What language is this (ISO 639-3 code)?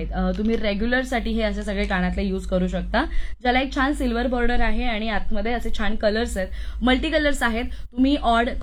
mar